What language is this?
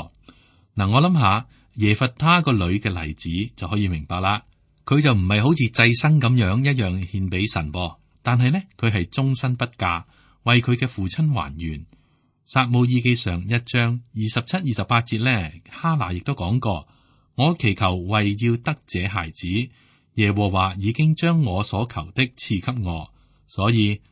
Cantonese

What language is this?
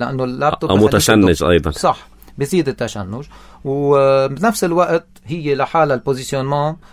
North Levantine Arabic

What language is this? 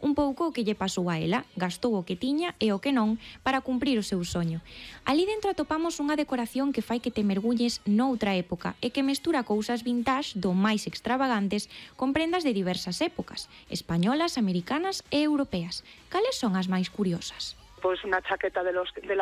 Galician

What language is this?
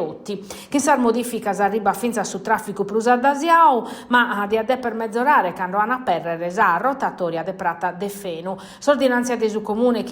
Sardinian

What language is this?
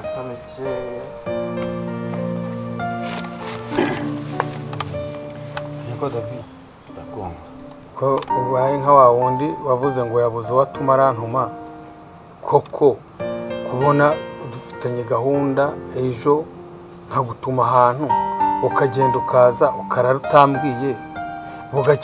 Kinyarwanda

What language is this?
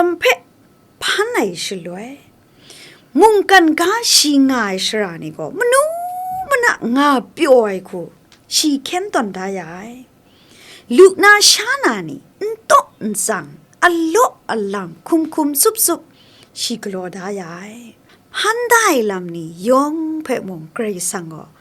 Kachin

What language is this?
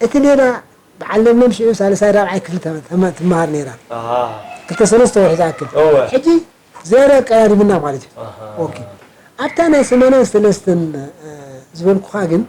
Tigrinya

